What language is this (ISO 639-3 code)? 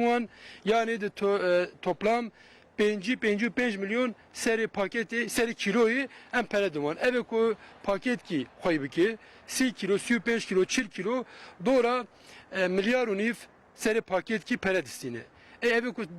kur